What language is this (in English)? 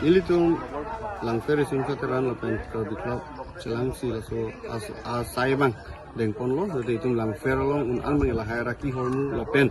Karbi